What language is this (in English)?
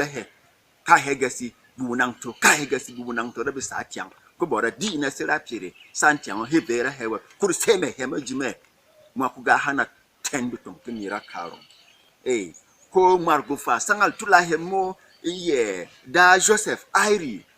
Berom